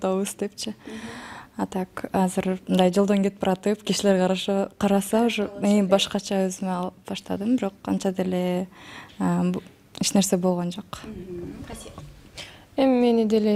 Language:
Kyrgyz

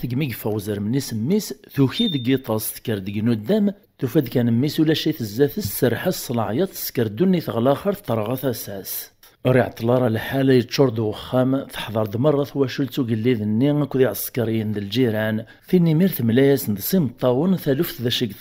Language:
Kabyle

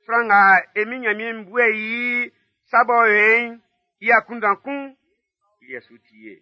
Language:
Baoulé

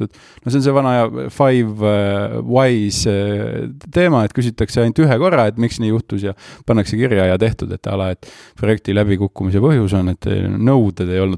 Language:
Estonian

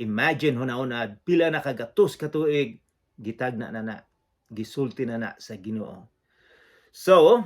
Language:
Cebuano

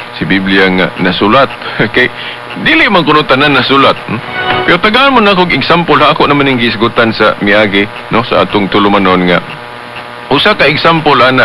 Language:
Cebuano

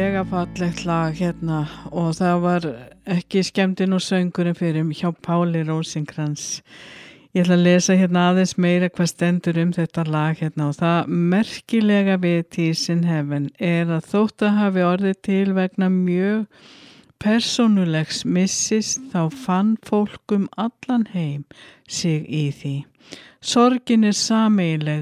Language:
Icelandic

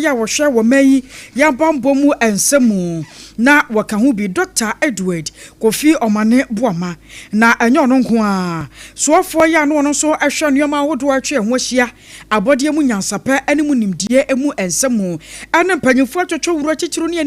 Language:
Akan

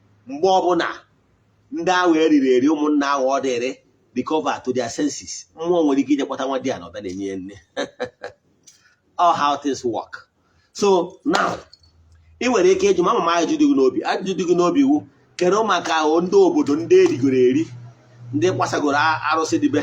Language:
Igbo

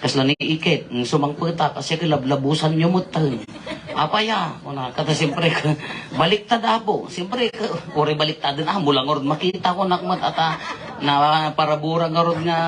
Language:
Iloko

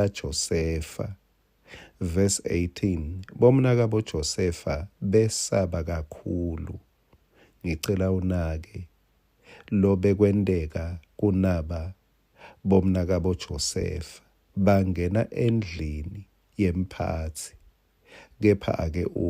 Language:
Swati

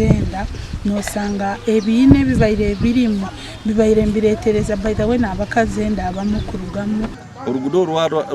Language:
Nyankole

